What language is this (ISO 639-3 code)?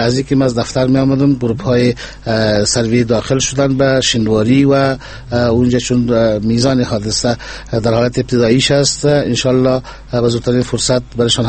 fas